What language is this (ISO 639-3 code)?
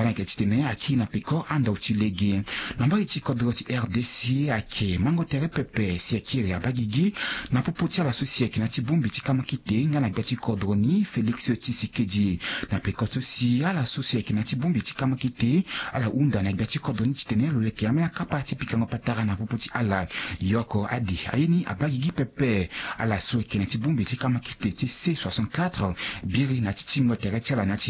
sag